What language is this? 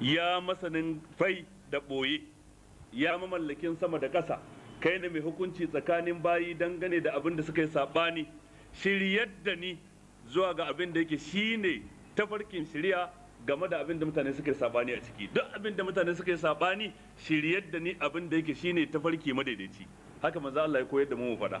Hausa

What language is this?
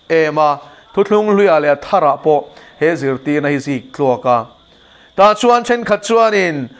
Mizo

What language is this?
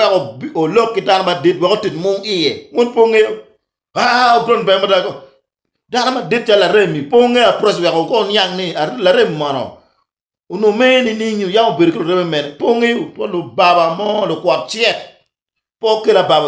Acoli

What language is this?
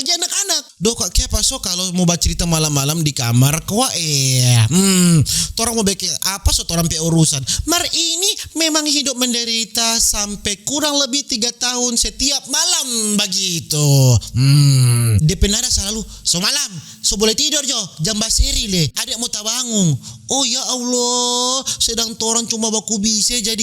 Manado Malay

